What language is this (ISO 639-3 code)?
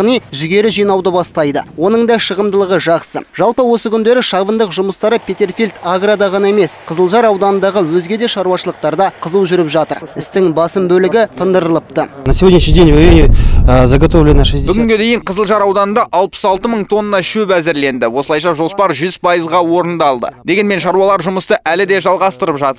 kaz